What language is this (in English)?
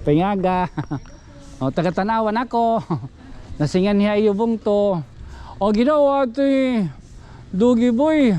Waray